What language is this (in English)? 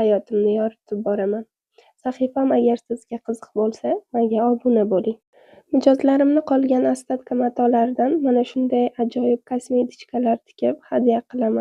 Uzbek